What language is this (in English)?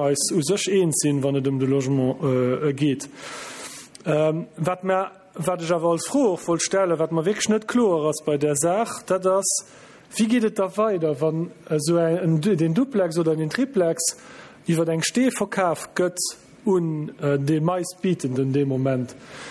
Luxembourgish